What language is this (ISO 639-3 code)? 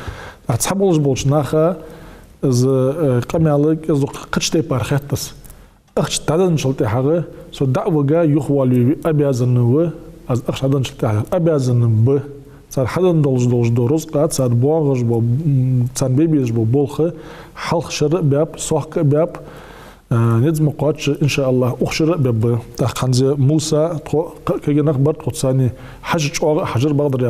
inh